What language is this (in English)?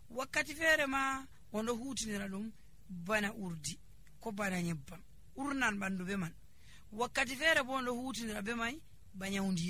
Nigerian Fulfulde